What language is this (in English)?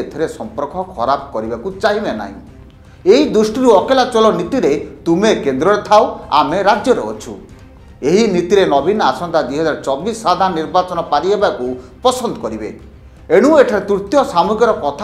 Odia